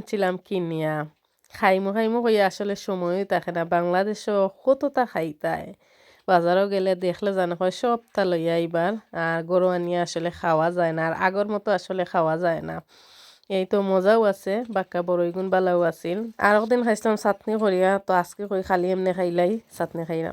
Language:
Sylheti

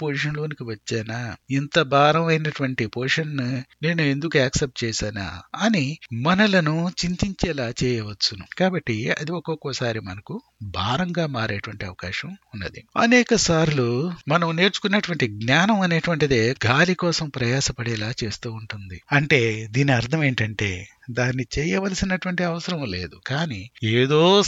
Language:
Telugu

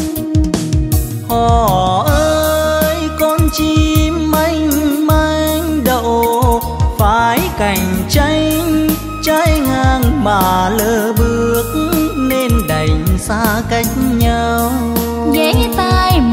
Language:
Vietnamese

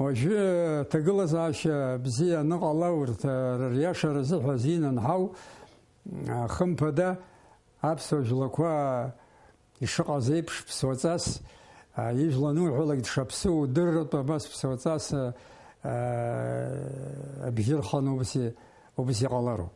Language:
Abkhazian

